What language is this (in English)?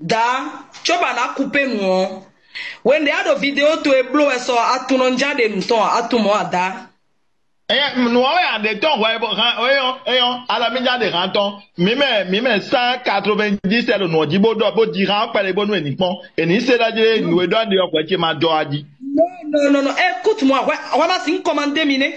Fon